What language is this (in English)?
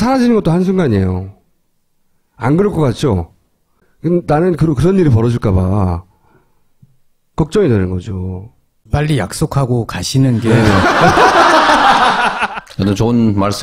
Korean